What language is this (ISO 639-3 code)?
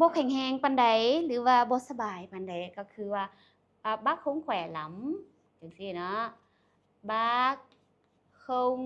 lao